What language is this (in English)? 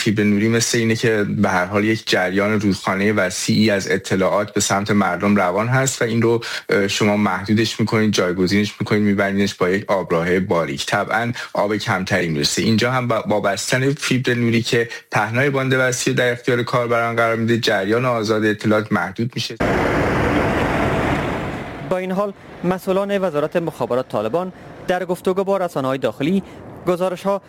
Persian